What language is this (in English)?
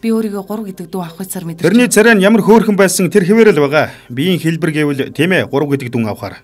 Mongolian